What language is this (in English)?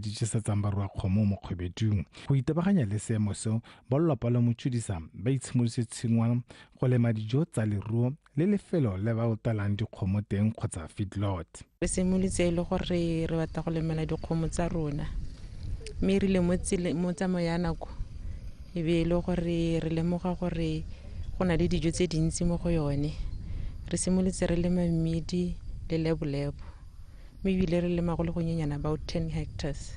Tswana